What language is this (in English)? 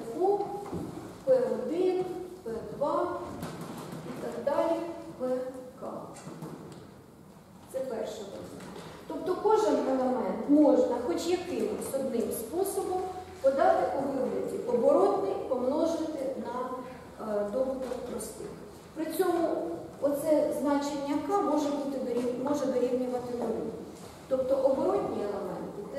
Ukrainian